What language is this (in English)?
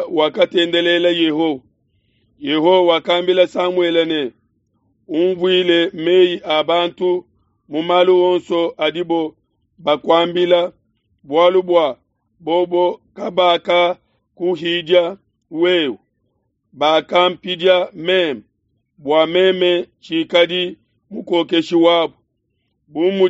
Luba-Lulua